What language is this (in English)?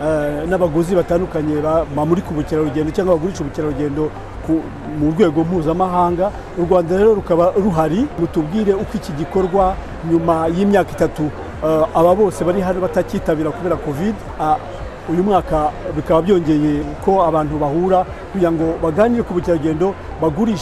Kinyarwanda